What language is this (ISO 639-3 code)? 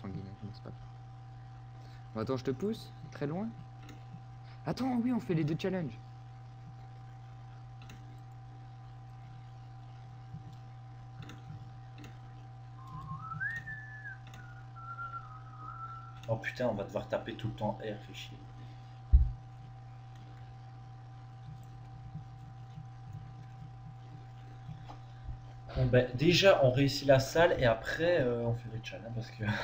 fra